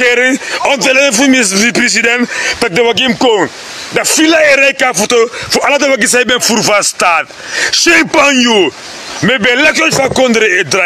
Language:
Sranan Tongo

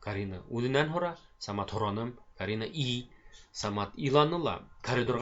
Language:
Bashkir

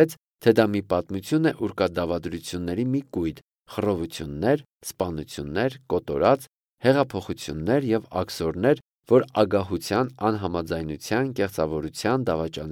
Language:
Armenian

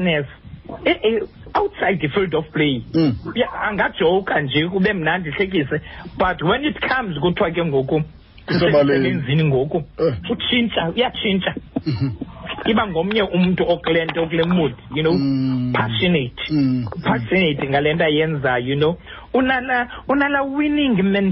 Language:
Xhosa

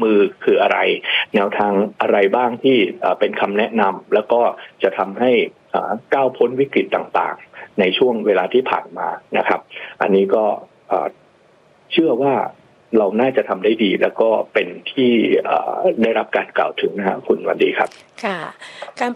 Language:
Thai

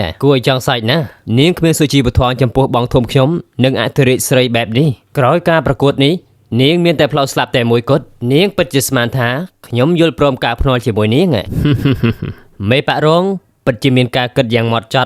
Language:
Khmer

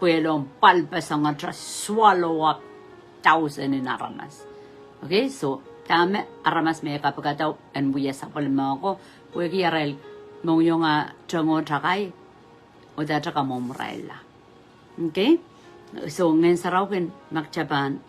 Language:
Pohnpeian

